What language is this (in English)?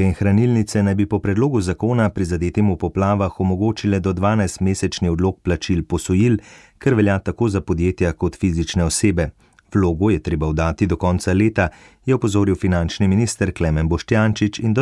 Slovenian